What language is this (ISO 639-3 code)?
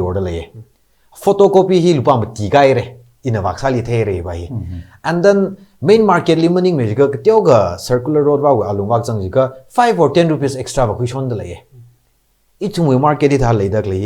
nmf